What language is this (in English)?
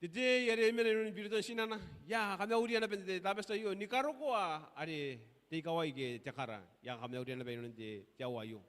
Gilbertese